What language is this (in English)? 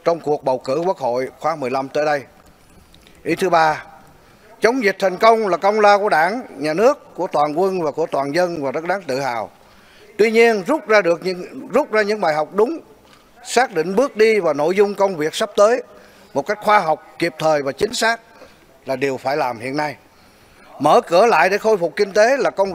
Vietnamese